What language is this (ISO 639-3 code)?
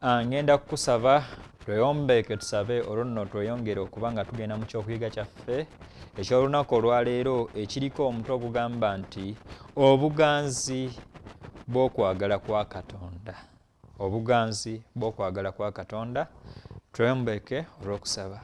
lug